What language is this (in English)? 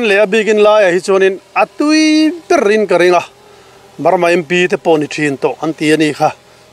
Mizo